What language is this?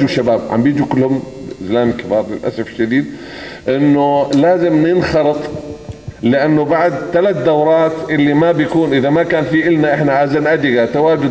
North Levantine Arabic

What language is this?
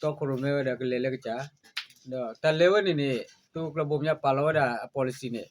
S'gaw Karen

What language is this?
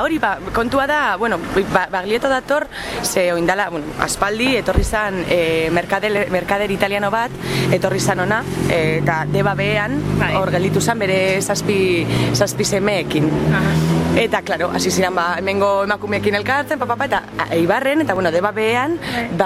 Basque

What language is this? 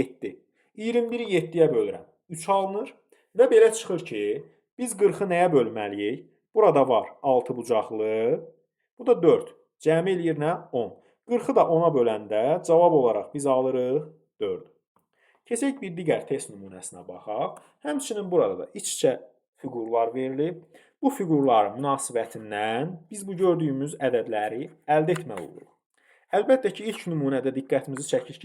Azerbaijani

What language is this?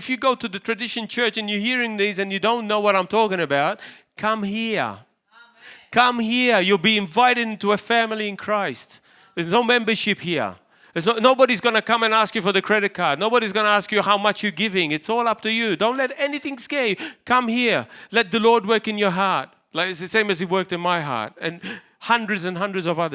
English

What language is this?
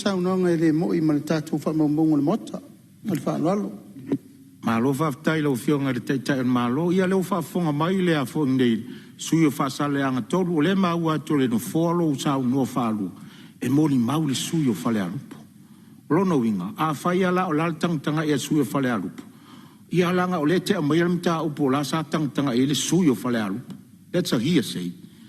Samoan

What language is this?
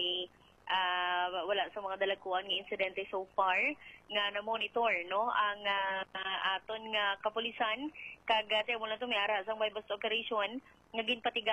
Hiligaynon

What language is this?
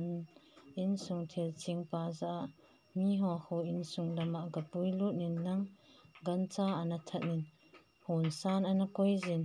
Thado Chin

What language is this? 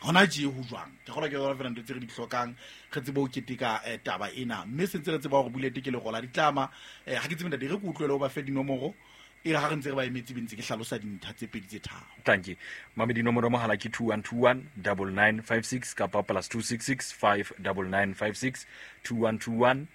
Southern Sotho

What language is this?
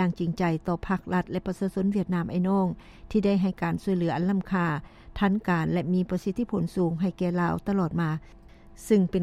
Lao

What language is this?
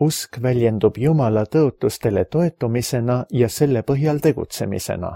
Estonian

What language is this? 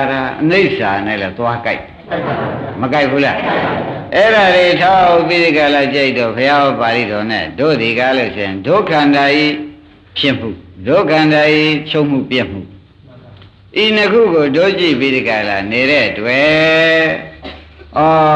Burmese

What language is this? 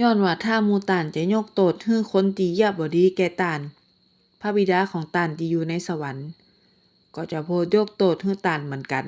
Northern Thai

